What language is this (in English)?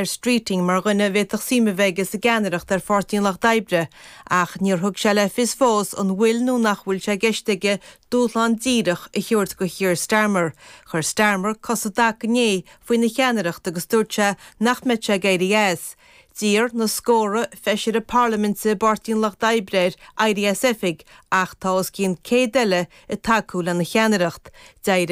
Irish